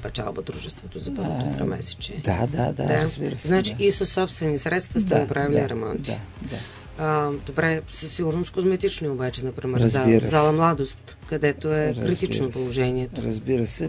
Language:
Bulgarian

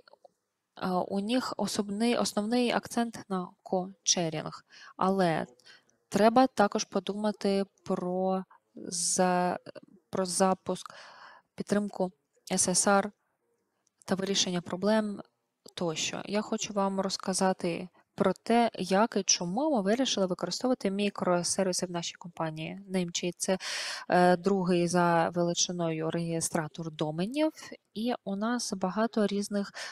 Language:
Ukrainian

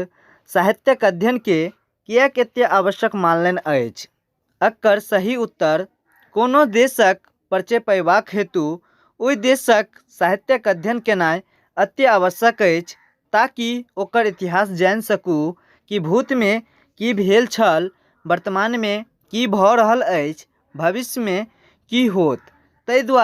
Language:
Maithili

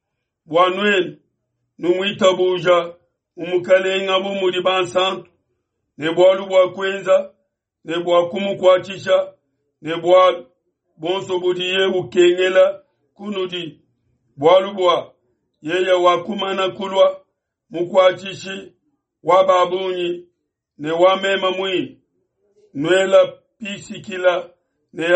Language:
Luba-Lulua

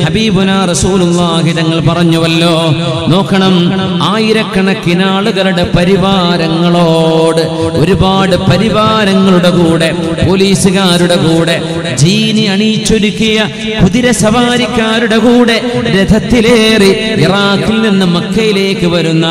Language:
Malayalam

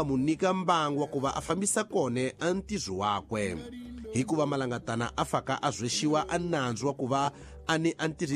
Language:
Tsonga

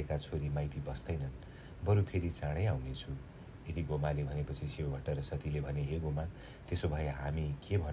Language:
Nepali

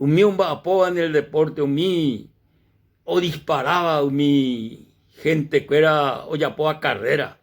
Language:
Guarani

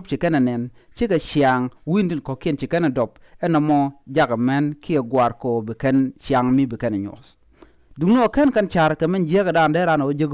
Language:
Nuer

